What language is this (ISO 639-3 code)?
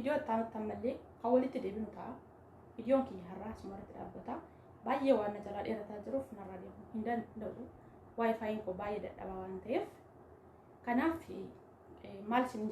orm